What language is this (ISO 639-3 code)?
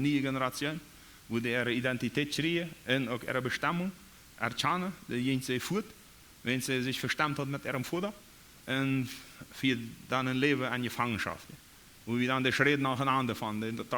pdt